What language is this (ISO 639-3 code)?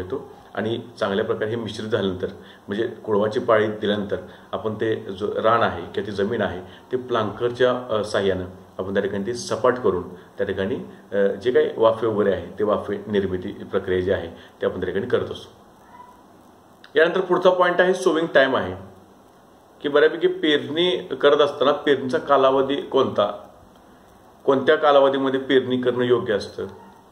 mar